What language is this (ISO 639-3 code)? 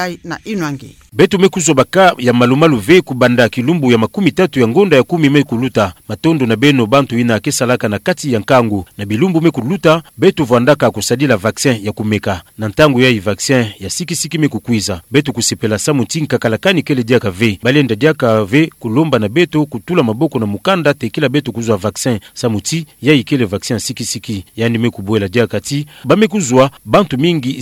ktu